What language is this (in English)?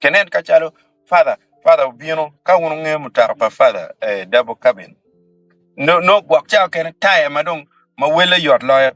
Acoli